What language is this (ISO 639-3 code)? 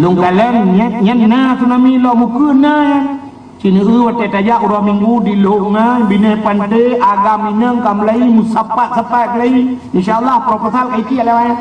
ace